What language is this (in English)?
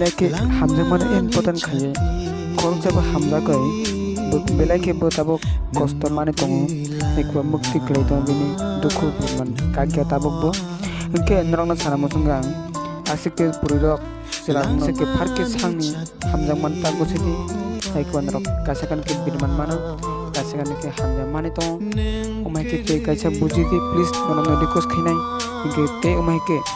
Kok Borok